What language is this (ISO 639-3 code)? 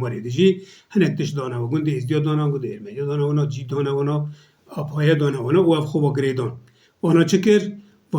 kur